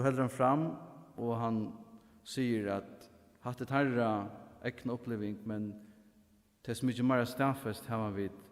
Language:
Faroese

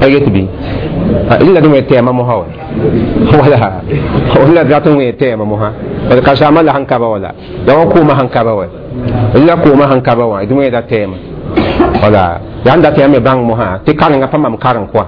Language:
Mossi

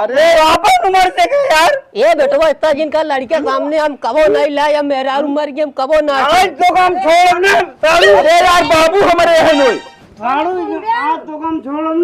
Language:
Awadhi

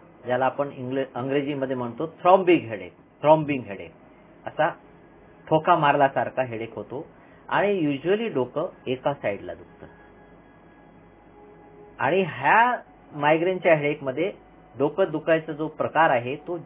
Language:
Marathi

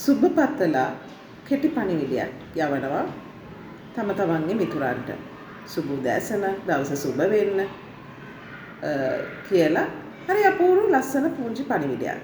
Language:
Sinhala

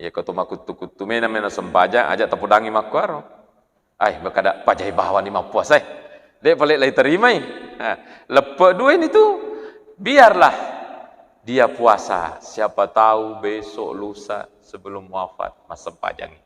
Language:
Buginese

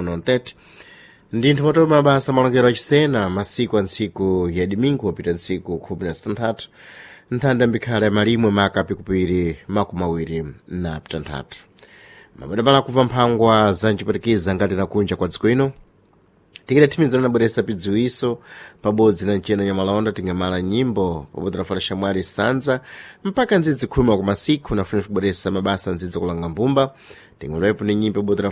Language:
Sena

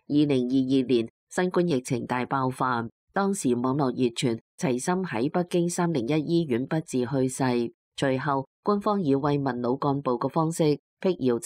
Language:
Cantonese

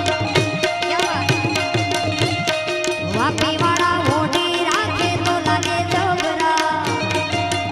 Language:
Gujarati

